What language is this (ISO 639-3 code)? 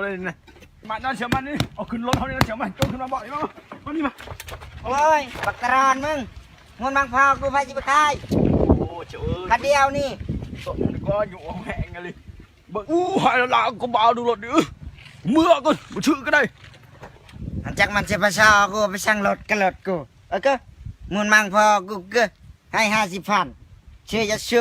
lao